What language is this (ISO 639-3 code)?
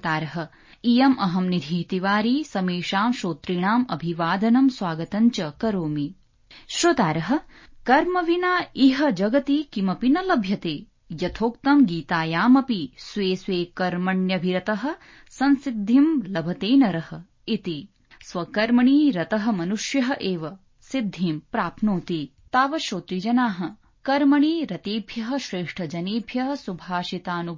san